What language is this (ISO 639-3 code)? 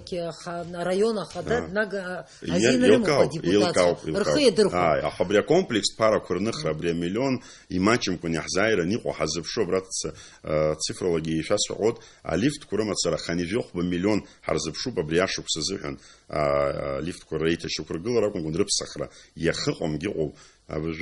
abk